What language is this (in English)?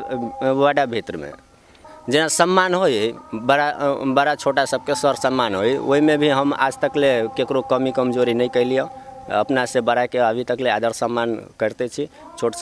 Maithili